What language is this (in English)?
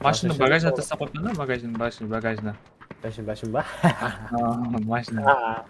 Kara-Kalpak